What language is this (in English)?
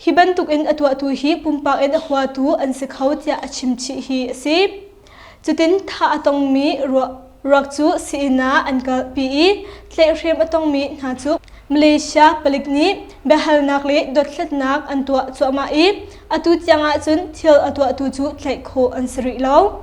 Hakha Chin